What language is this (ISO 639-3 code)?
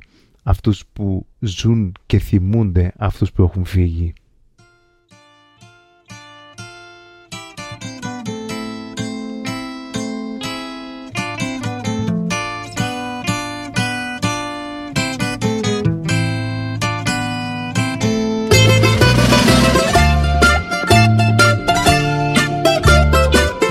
ell